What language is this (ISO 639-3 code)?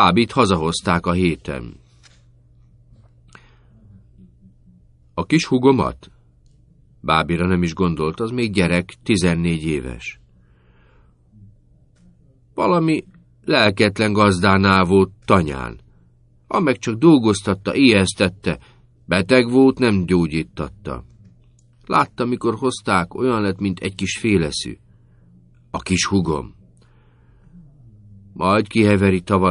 hun